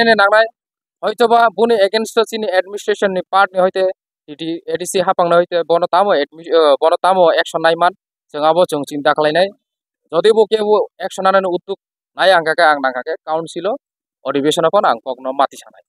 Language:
Kok Borok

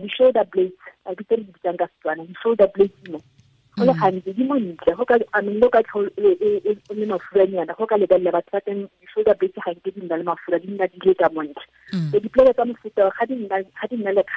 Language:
Tswana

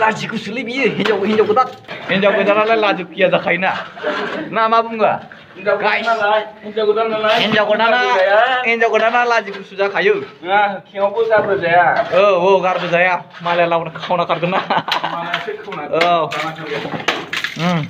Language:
Bodo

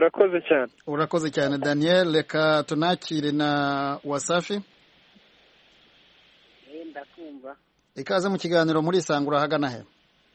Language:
Kinyarwanda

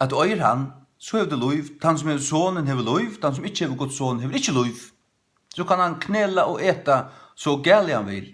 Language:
Faroese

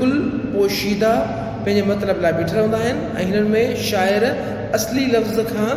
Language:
Sindhi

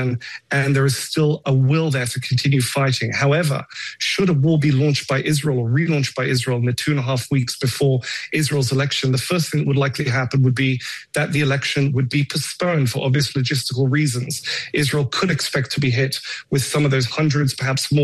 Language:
English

